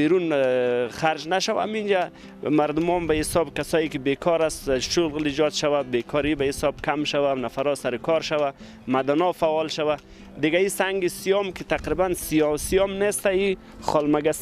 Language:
Persian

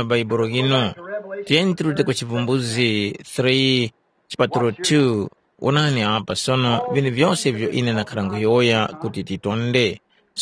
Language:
Tumbuka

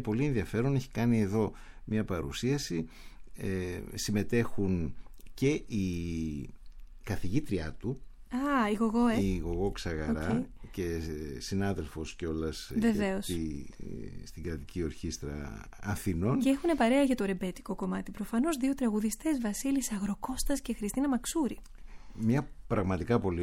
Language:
Greek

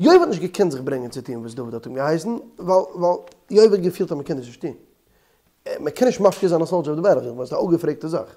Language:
Yiddish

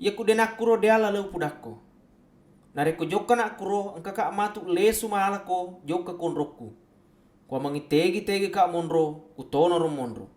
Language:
Buginese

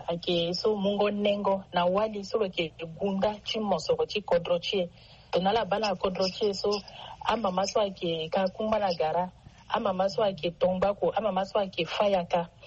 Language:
Sango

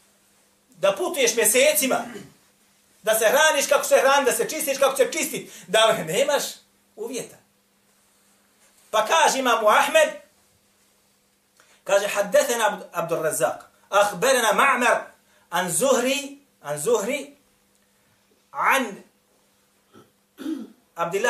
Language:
Bosnian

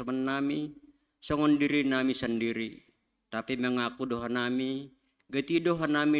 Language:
Batak Simalungun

